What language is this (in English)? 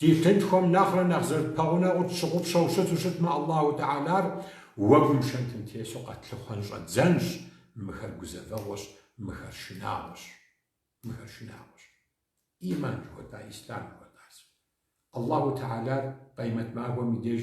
Kabardian